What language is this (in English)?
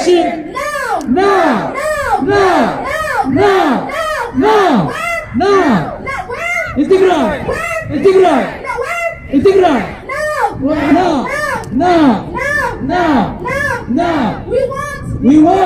Tigrinya